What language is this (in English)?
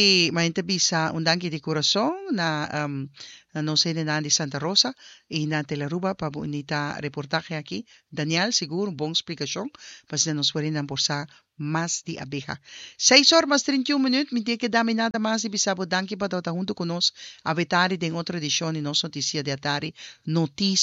Papiamento